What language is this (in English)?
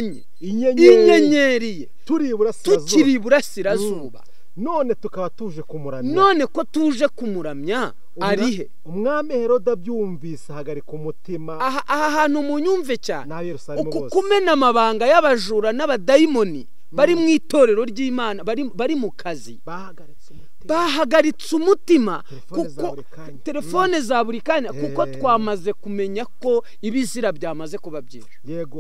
Kinyarwanda